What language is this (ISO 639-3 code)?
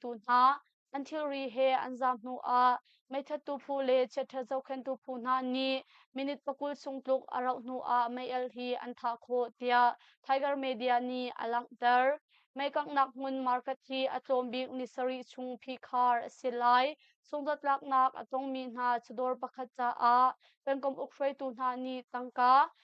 cnh